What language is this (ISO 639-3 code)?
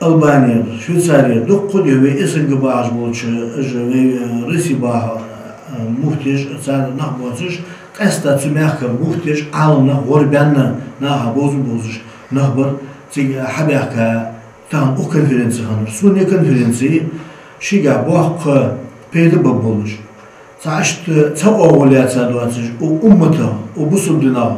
inh